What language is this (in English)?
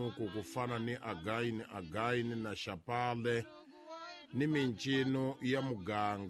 Tsonga